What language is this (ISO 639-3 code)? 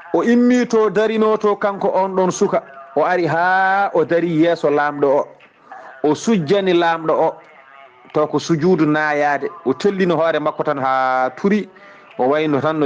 ful